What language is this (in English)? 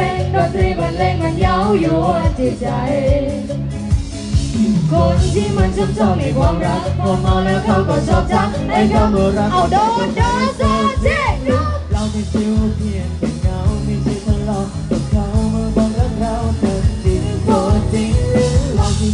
Thai